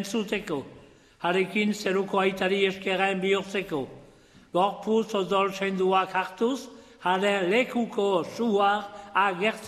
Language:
Basque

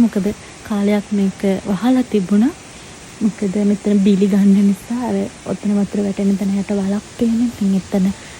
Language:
Sinhala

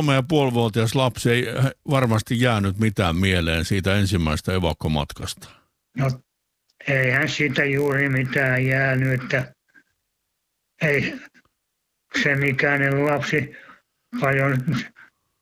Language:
Finnish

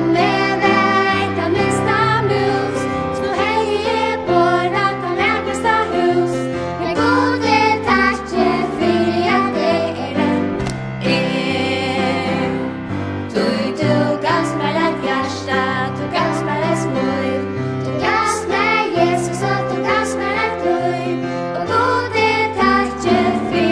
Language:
Faroese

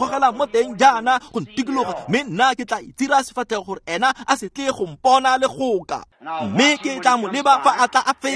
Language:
Tswana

